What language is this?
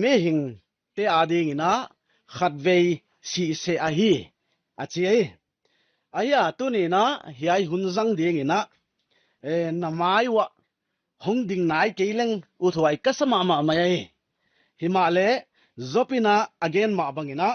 Paite Chin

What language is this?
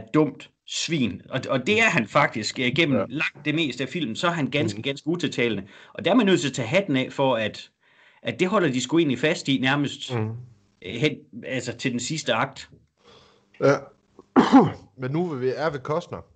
Danish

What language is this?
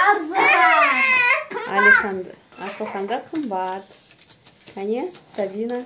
Kazakh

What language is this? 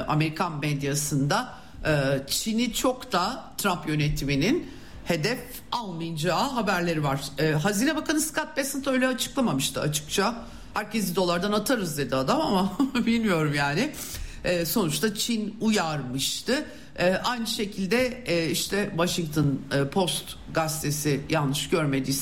Turkish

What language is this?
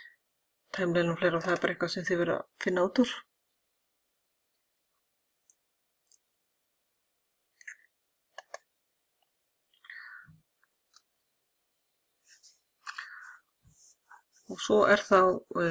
Icelandic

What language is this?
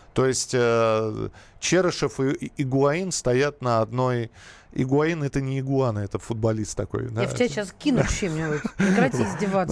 Russian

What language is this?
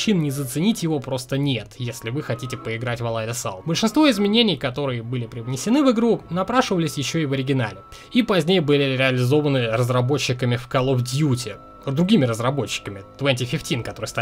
Russian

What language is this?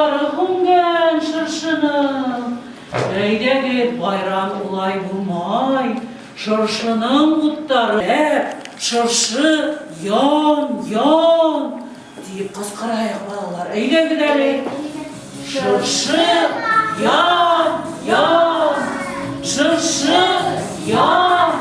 Bashkir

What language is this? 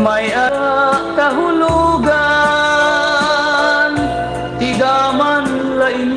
Waray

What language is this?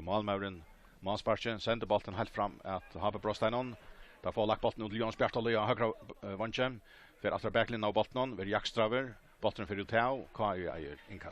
Faroese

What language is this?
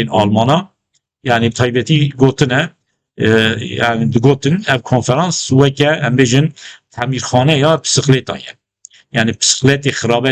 Kurdish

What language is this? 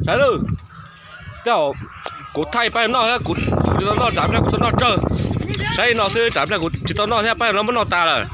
Hmong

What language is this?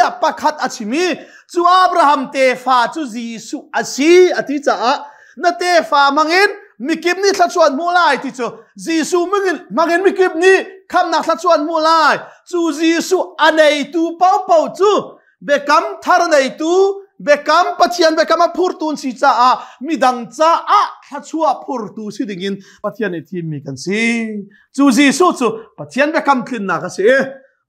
Hakha Chin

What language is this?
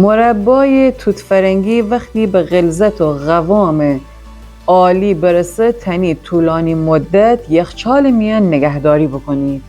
Gilaki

